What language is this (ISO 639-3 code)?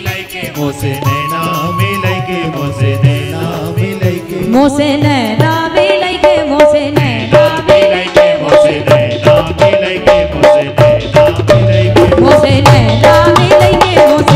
hin